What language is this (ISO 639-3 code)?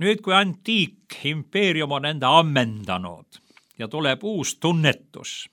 est